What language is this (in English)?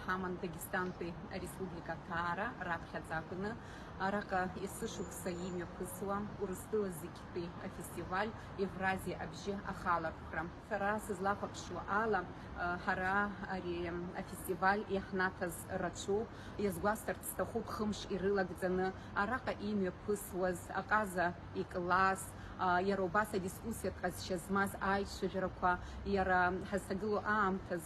Abkhazian